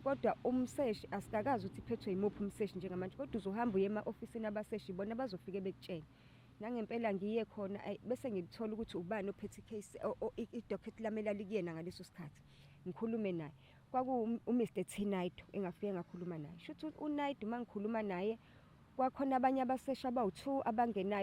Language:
Zulu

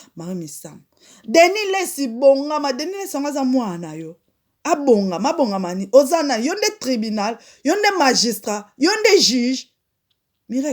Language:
Lingala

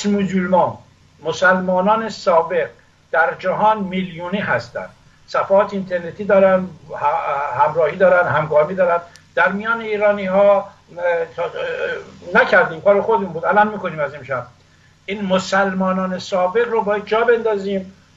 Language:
Persian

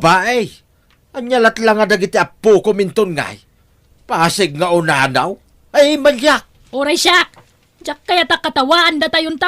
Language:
Iloko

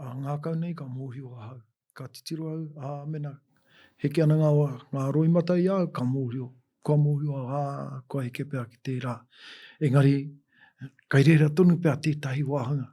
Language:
Māori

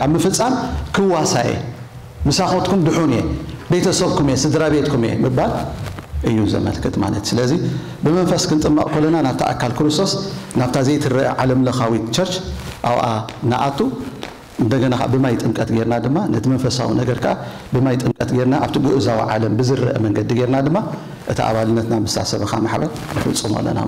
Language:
Tigrinya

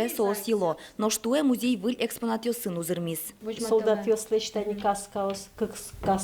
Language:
Udmurt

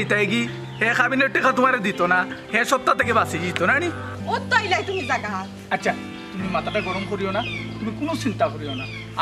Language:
Sylheti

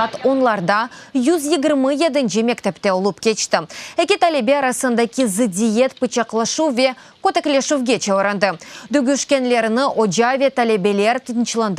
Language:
Crimean Tatar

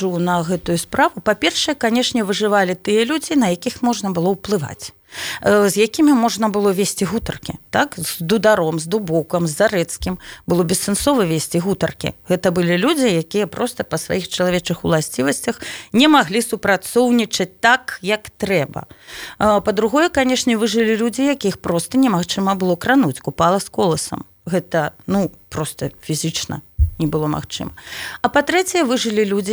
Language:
Belarusian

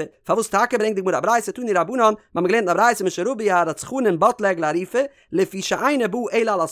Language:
Yiddish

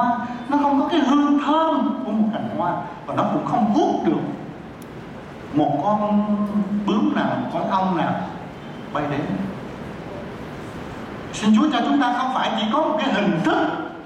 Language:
Vietnamese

